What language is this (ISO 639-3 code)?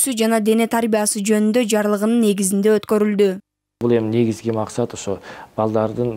kir